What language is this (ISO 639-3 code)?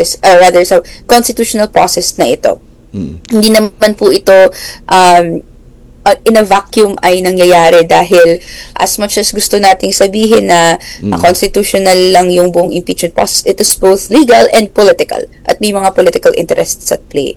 fil